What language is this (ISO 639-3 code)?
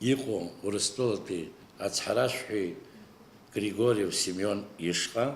abk